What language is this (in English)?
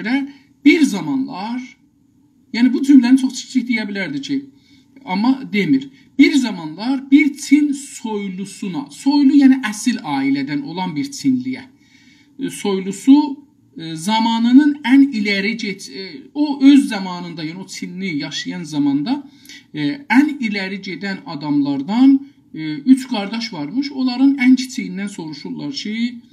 South Azerbaijani